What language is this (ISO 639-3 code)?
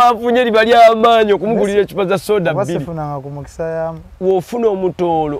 lug